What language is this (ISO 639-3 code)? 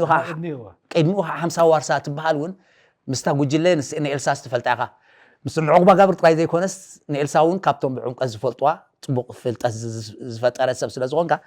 tir